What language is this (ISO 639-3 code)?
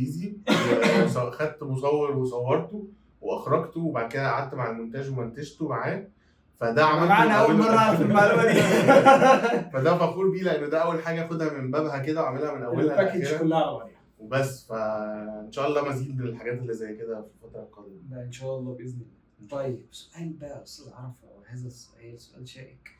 arz